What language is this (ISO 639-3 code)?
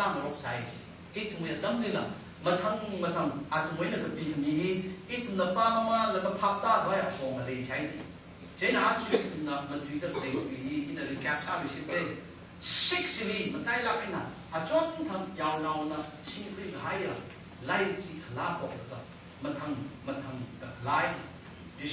nmf